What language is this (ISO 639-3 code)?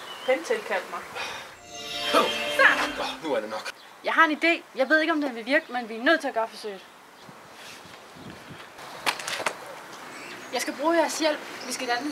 dan